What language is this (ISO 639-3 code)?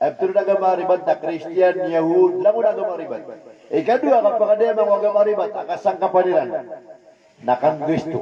mrw